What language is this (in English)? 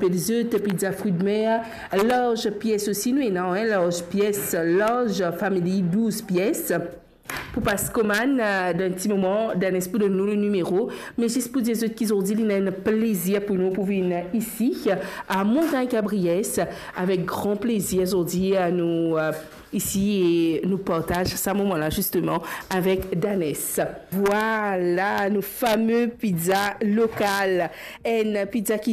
Morisyen